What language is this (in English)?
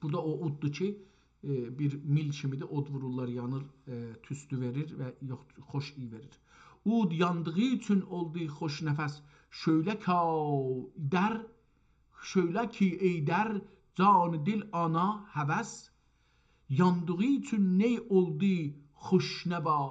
South Azerbaijani